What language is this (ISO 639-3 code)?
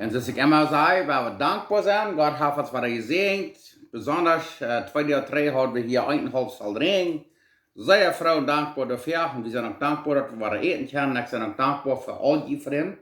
pdt